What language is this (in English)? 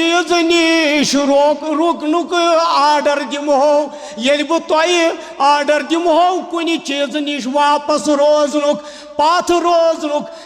Kashmiri